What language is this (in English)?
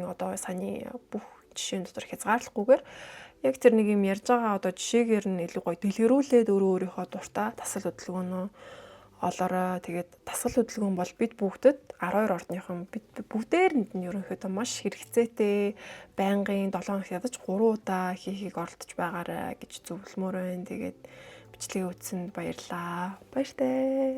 Mongolian